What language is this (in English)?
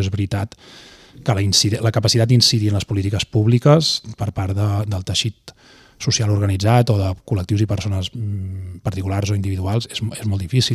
Catalan